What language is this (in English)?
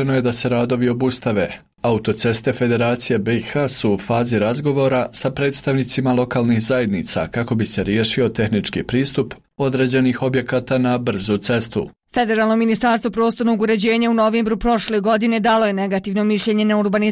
Bosnian